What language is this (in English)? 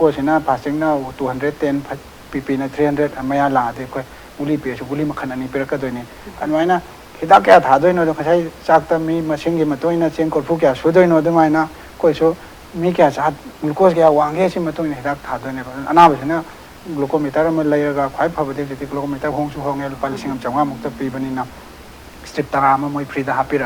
Manipuri